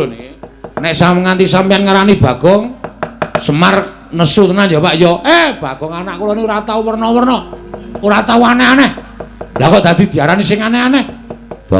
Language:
Javanese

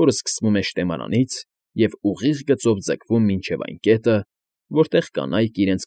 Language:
Armenian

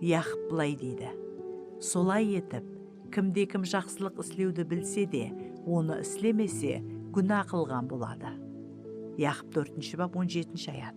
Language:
Kara-Kalpak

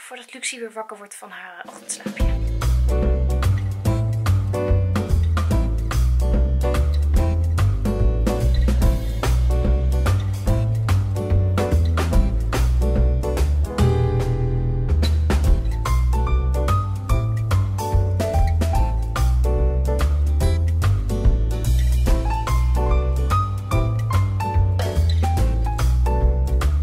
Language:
Dutch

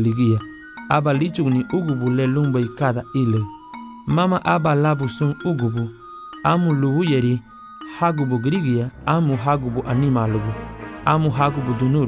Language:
Garifuna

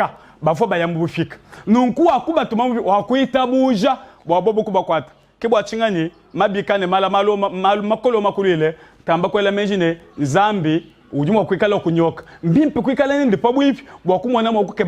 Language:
Luba-Lulua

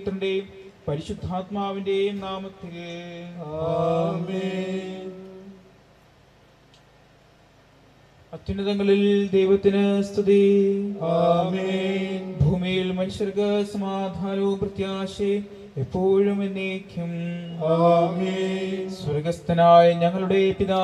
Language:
Malayalam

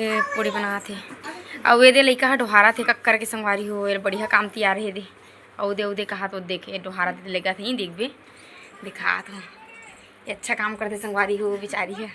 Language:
Chhattisgarhi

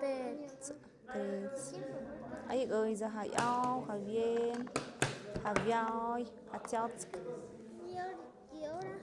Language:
Tlahuitoltepec Mixe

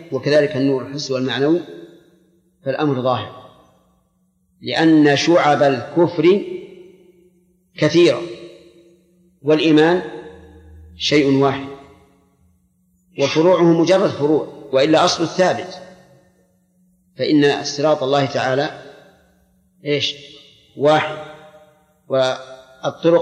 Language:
Arabic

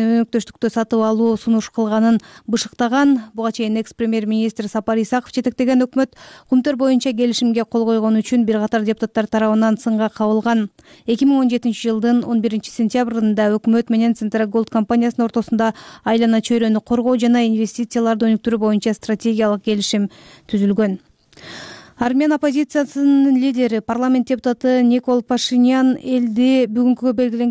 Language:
Kyrgyz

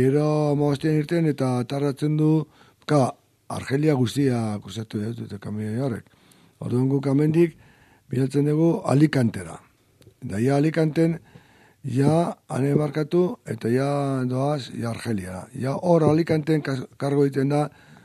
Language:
Basque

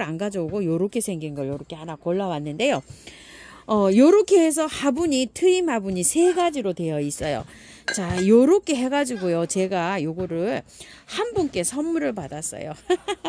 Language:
Korean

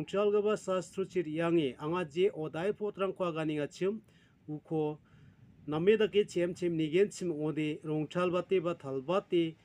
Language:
Garo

